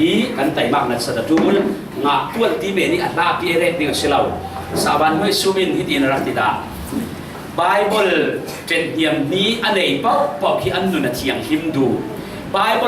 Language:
Falam Chin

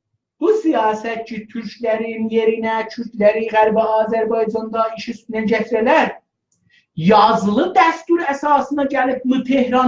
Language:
South Azerbaijani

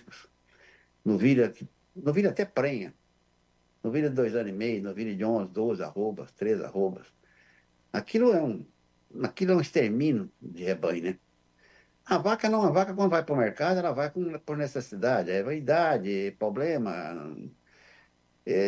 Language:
Portuguese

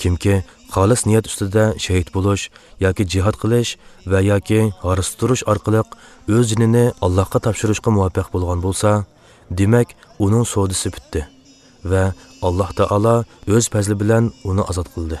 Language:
Uyghur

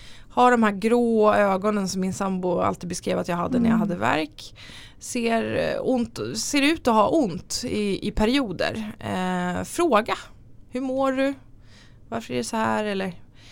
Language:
Swedish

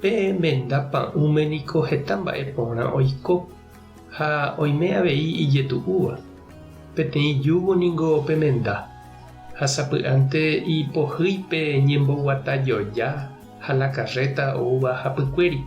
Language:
Guarani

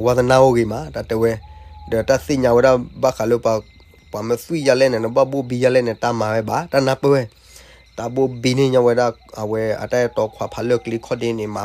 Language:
S'gaw Karen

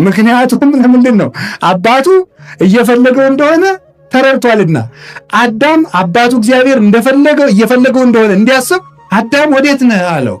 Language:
Amharic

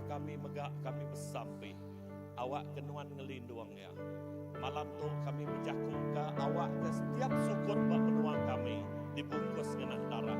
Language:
Iban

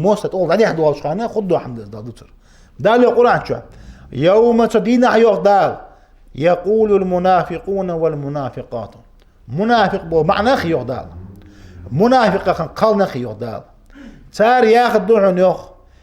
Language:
Ingush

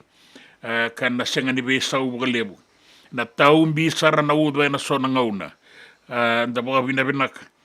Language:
Fijian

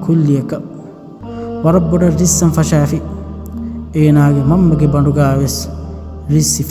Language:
Divehi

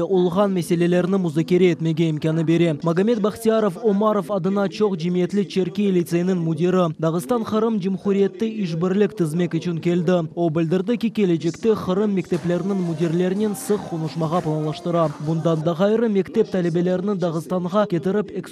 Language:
Crimean Tatar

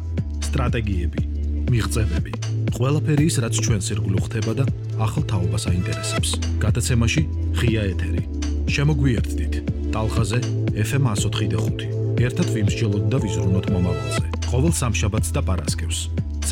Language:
Georgian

